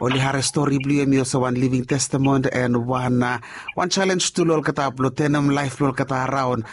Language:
Bislama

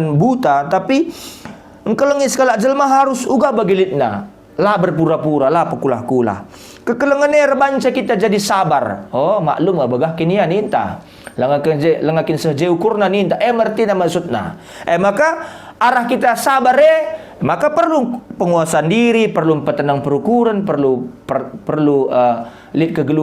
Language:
Batak Karo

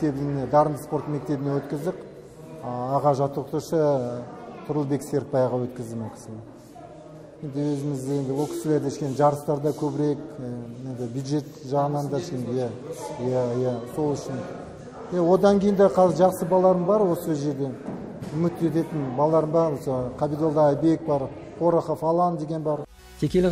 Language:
Kazakh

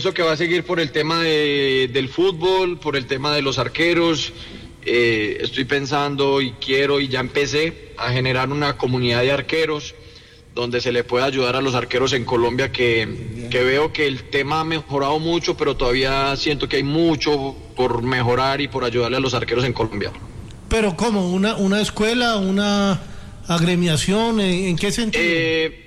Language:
Spanish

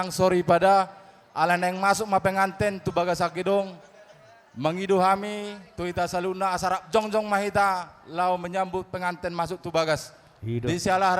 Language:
Batak Toba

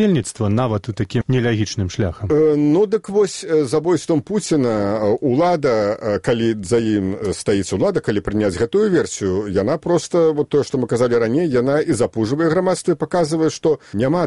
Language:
Belarusian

